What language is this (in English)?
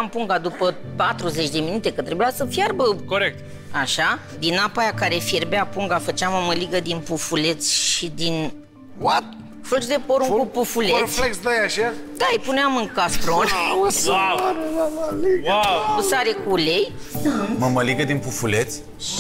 Romanian